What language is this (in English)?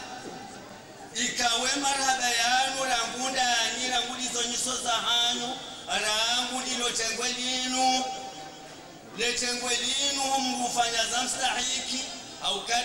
Ngazidja Comorian